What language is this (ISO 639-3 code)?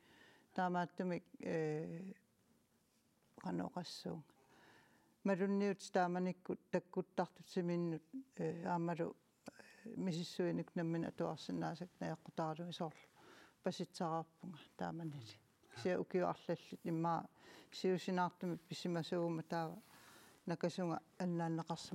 kal